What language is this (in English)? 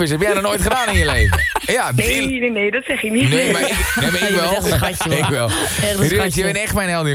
Dutch